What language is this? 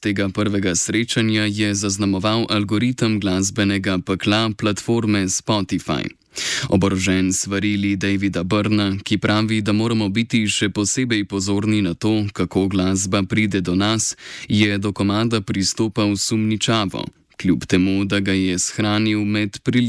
Slovenian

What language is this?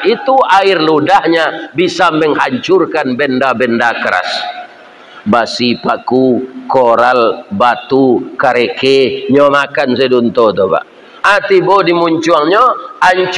Minangkabau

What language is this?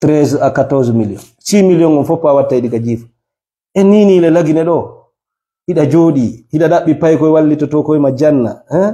Fula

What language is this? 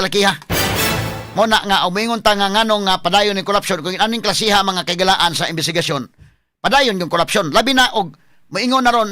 Cebuano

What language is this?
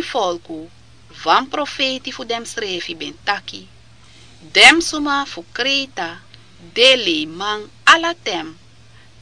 Sranan Tongo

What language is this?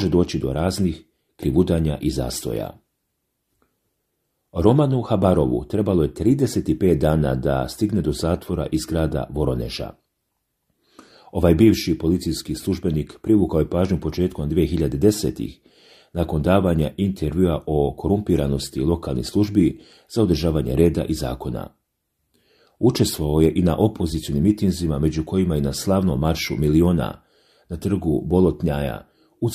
Serbian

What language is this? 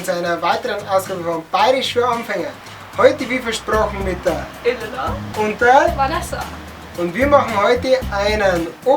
Bavarian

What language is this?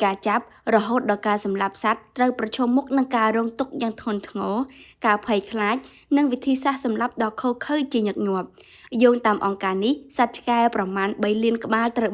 Khmer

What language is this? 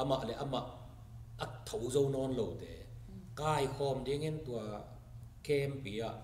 Tedim Chin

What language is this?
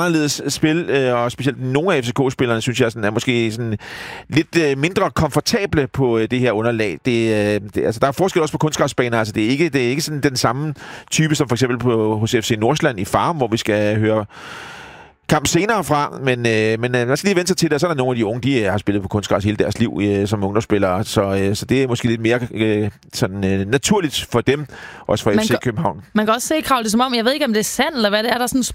Danish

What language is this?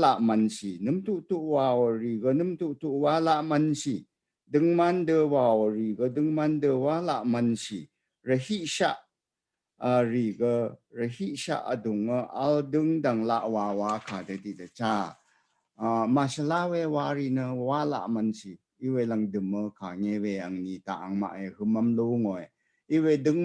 Rawang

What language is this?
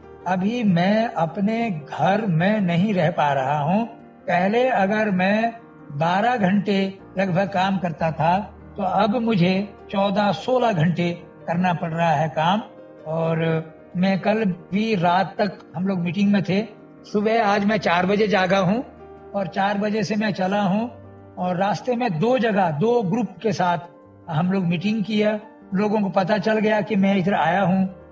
Hindi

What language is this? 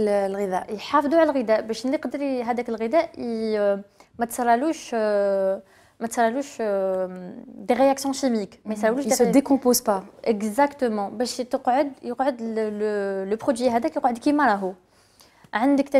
Algerian Arabic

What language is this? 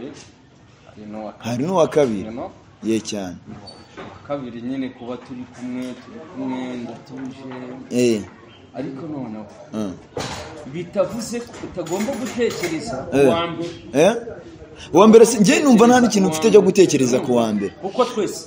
Kinyarwanda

